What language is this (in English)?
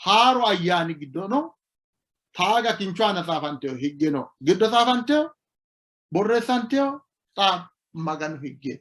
Sidamo